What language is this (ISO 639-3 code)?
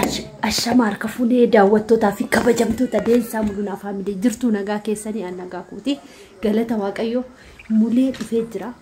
orm